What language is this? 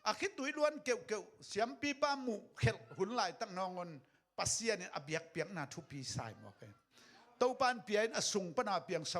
Tedim Chin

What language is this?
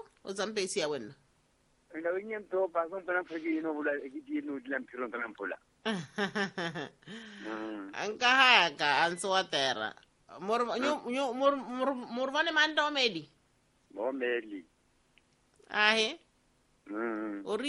Swahili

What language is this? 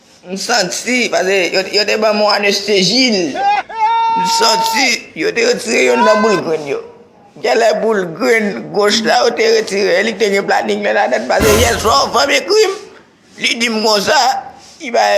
Haitian Creole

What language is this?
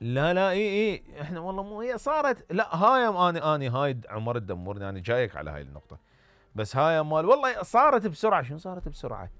Mesopotamian Arabic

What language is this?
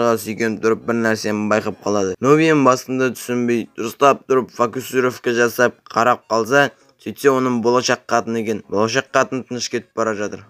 Kazakh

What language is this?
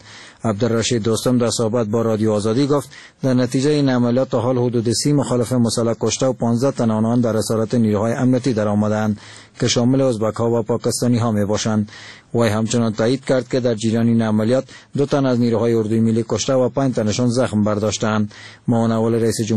Persian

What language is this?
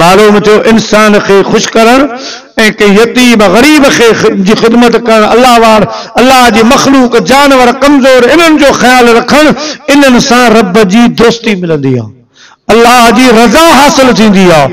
Sindhi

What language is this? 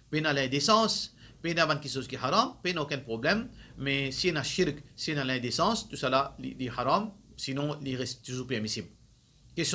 Morisyen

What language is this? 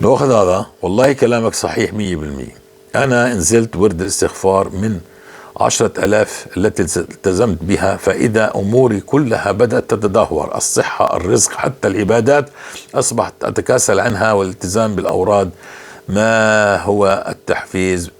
North Levantine Arabic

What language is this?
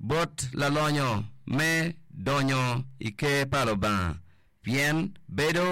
Acoli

